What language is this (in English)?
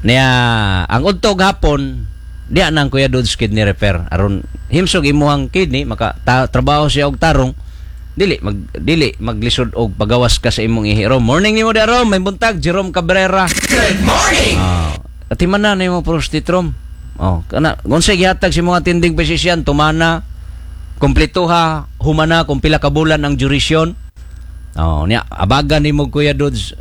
Cebuano